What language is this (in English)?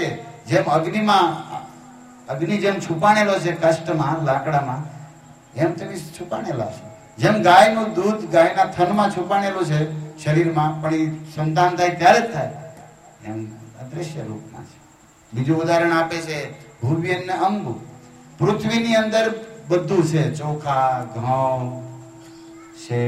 Gujarati